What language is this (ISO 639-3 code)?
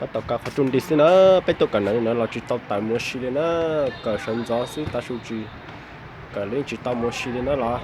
hmn